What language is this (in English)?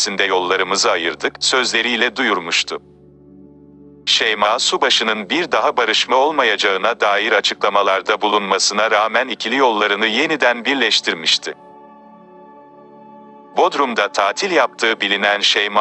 Turkish